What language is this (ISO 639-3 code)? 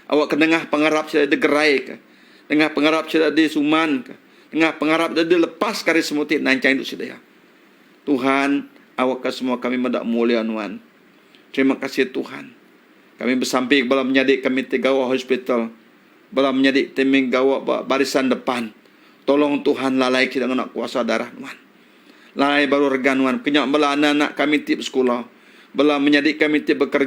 iba